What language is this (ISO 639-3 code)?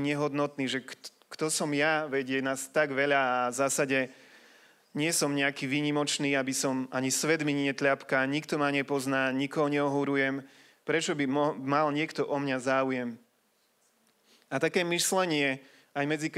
slk